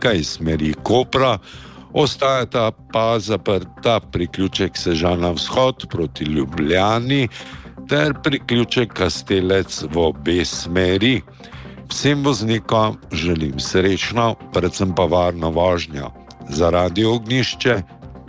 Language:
Slovenian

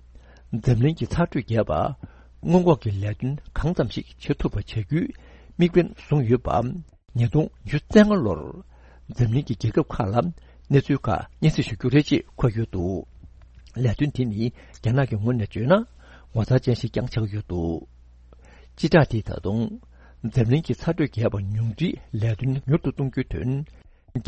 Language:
Tibetan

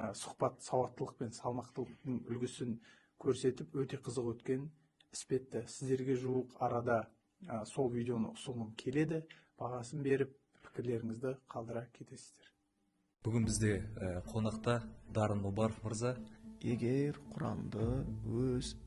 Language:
Kazakh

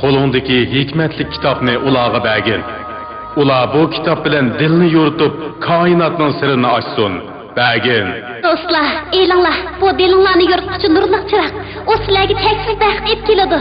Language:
Uyghur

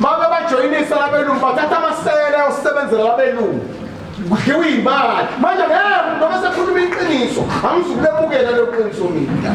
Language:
Zulu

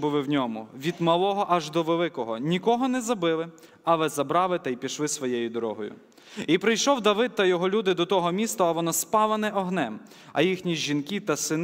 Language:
Ukrainian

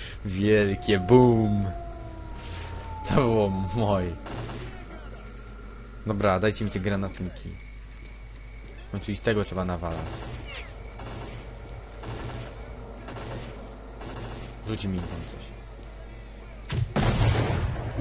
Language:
Polish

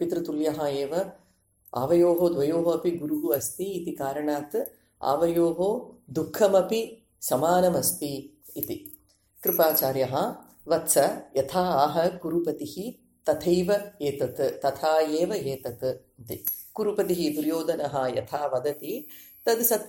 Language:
Sanskrit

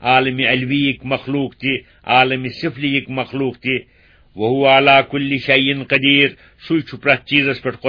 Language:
Kashmiri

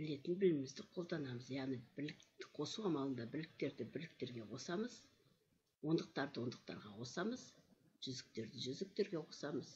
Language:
Kazakh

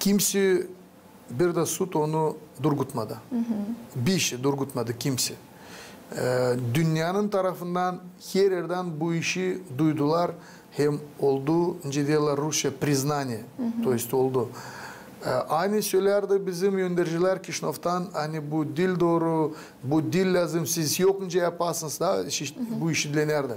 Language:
Gagauz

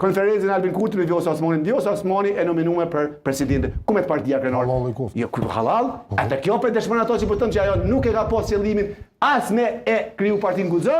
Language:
Albanian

